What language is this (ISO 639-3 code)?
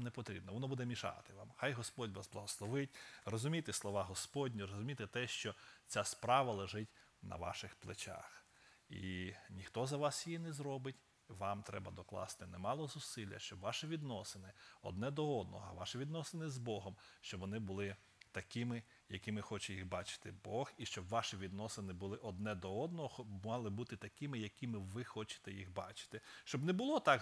ukr